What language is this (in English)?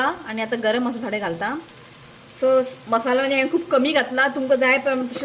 Konkani